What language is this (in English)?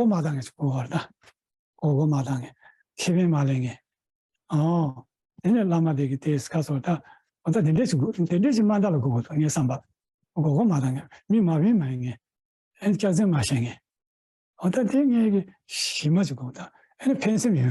Tibetan